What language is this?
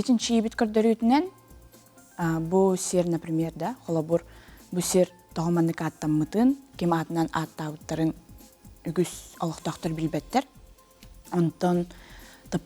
Yakut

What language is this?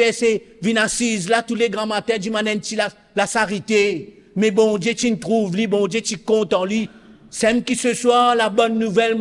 Morisyen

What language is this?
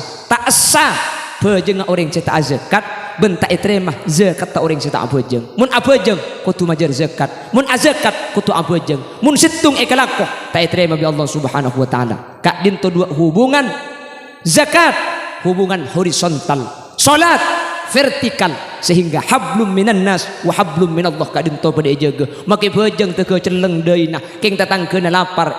Madurese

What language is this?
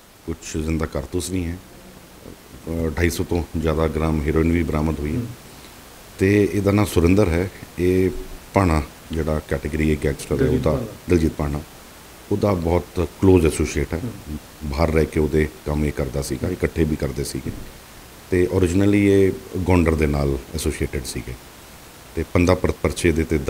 Punjabi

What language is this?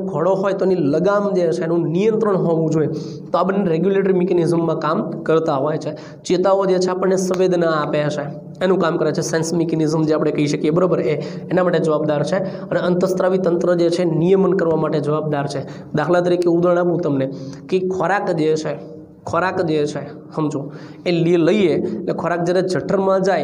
Gujarati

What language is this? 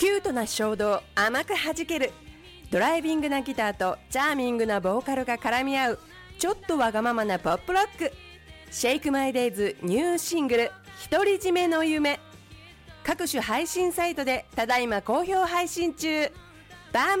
Japanese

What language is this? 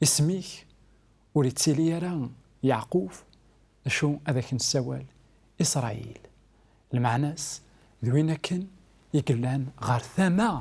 Kabyle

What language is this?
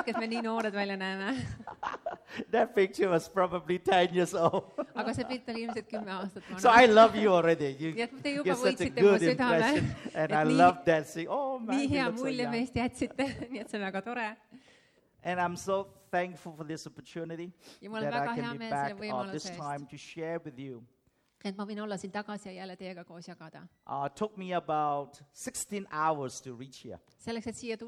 Estonian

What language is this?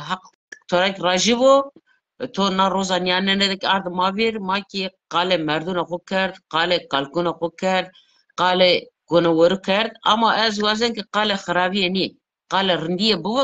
Zaza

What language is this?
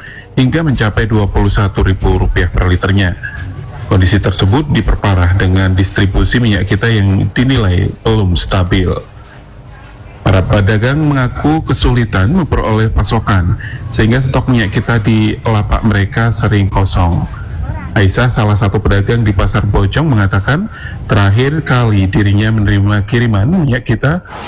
Indonesian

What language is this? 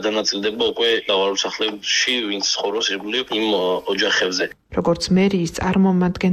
Georgian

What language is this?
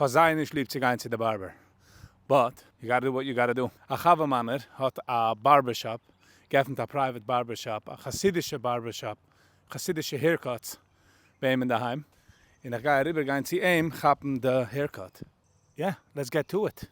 Yiddish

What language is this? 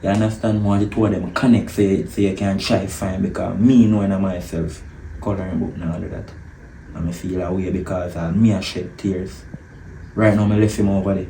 Jamaican Creole English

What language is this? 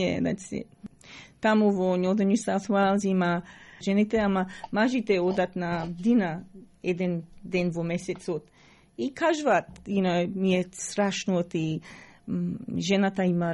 Macedonian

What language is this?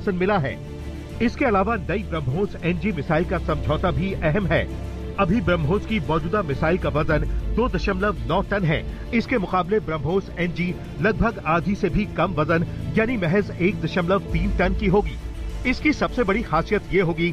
Hindi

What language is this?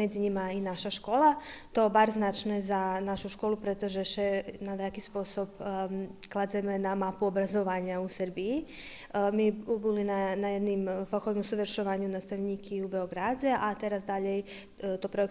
Rusyn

